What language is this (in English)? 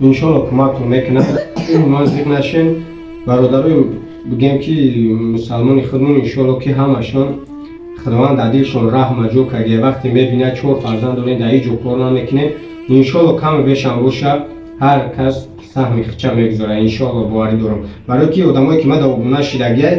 Tajik